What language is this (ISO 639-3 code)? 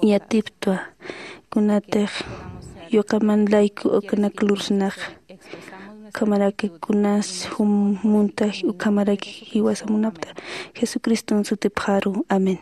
aym